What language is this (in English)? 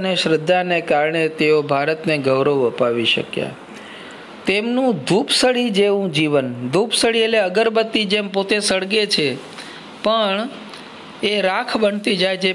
Gujarati